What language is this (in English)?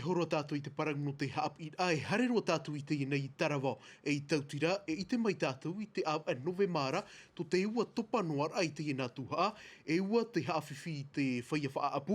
Tahitian